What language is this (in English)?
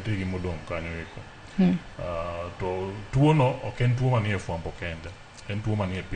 Luo (Kenya and Tanzania)